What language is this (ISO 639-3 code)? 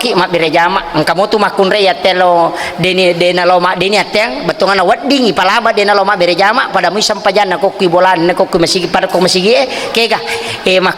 bug